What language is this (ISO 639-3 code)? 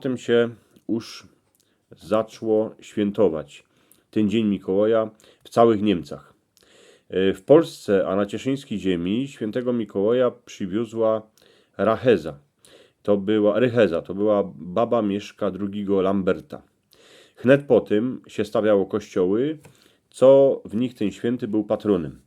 szl